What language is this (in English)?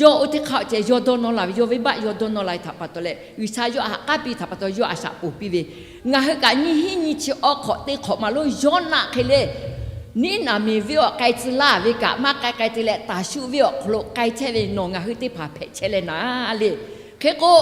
Lahu